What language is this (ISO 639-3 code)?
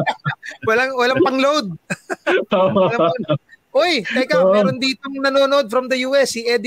fil